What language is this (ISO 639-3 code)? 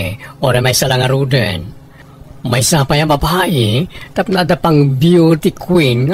ilo